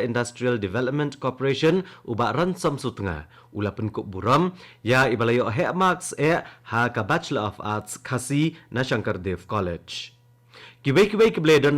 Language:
Khasi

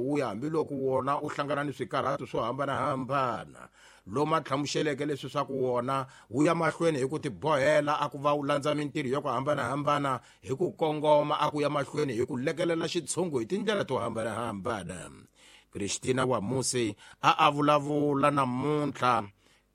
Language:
Tsonga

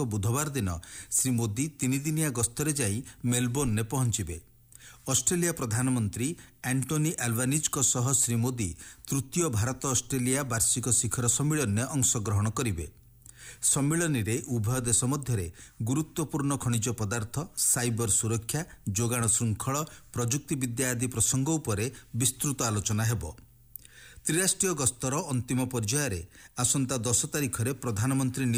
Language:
Odia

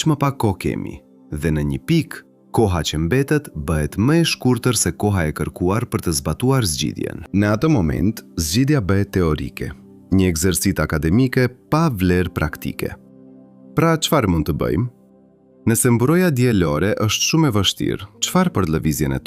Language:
Albanian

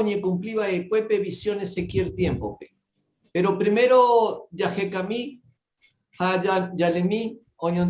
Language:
Guarani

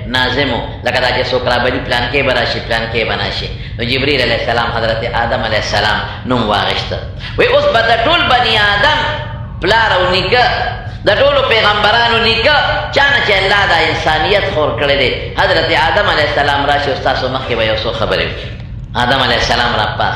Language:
Pashto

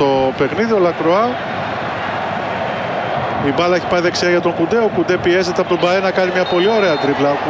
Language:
Greek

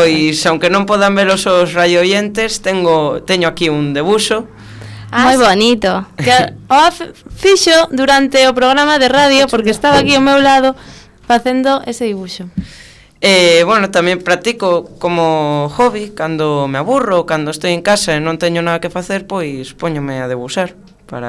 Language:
Galician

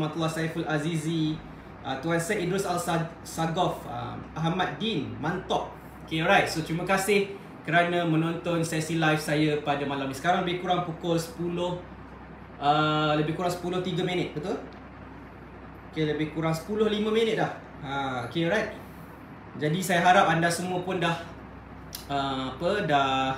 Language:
Malay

